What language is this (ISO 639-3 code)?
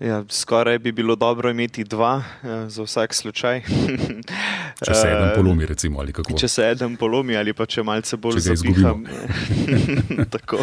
slv